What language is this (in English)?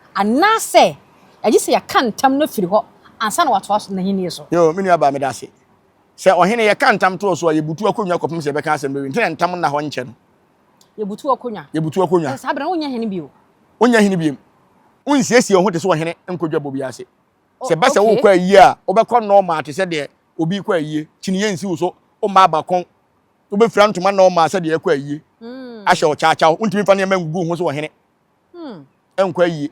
Akan